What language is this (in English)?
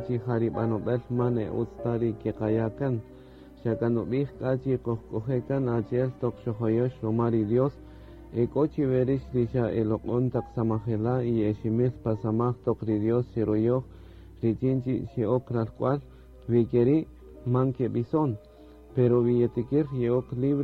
Kaqchikel